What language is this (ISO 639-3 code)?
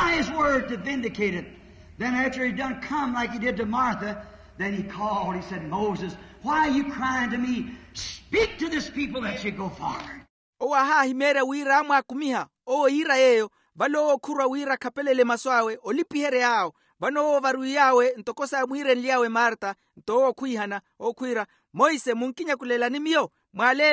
vmw